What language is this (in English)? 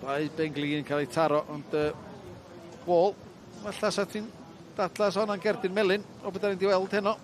Welsh